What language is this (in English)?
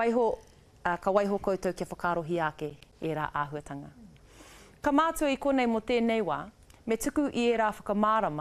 Māori